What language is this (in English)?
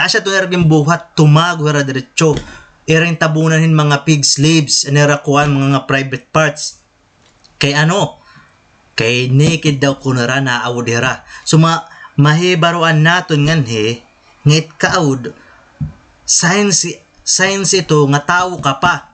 Waray